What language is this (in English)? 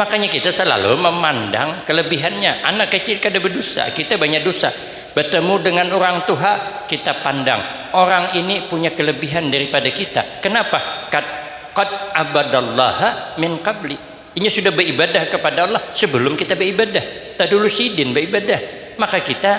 Banjar